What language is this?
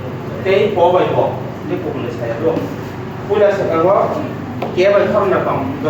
Kok Borok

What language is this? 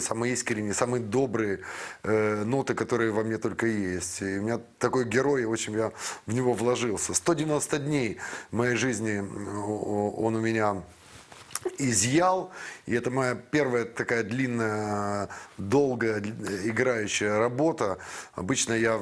Russian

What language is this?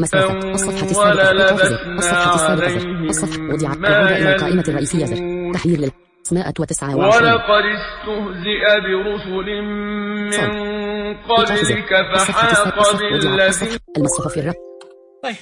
Najdi Arabic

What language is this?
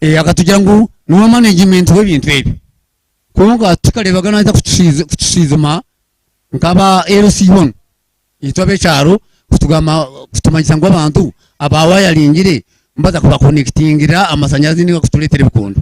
Nyankole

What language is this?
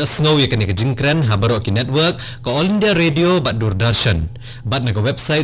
Khasi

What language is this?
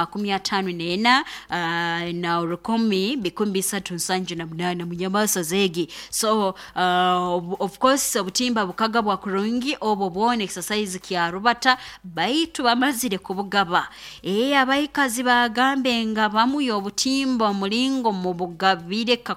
Nyoro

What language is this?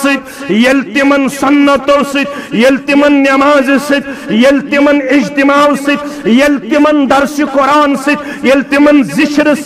Kashmiri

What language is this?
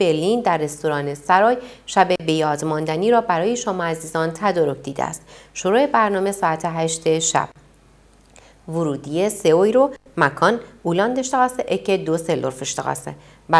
Persian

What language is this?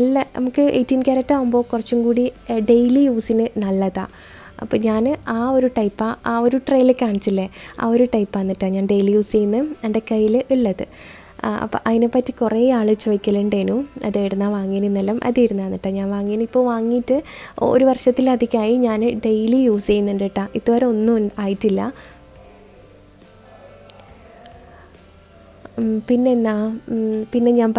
Malayalam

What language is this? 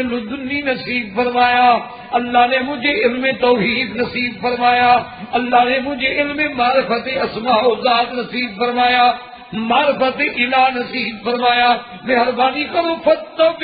Urdu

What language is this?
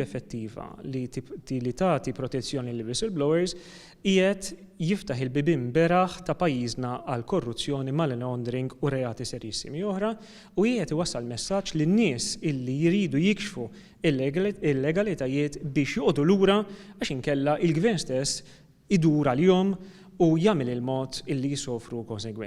Maltese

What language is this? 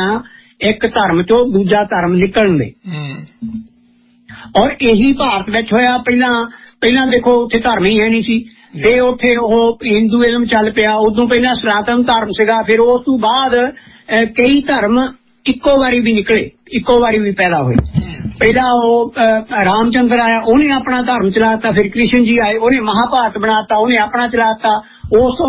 Punjabi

